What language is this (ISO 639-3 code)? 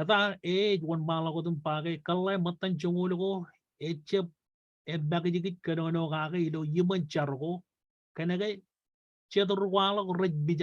mah